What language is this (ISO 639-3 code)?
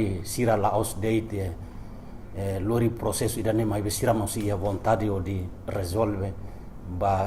tet